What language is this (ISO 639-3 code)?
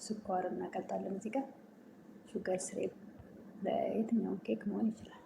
amh